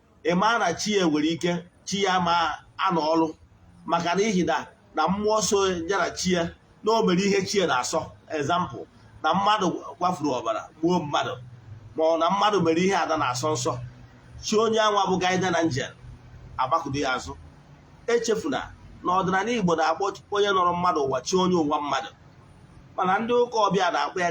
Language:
Igbo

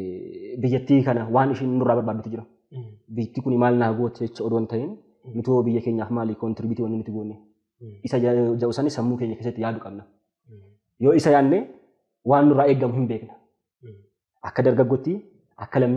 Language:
Oromo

